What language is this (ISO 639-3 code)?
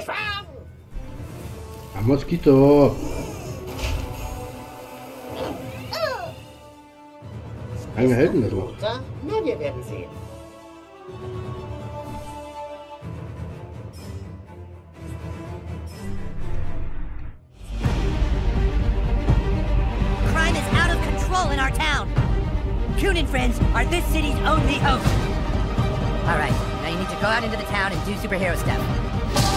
deu